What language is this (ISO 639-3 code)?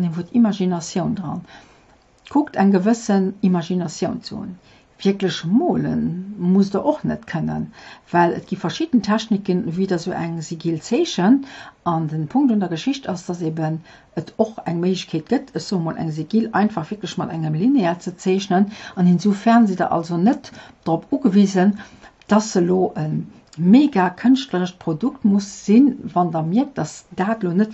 ltz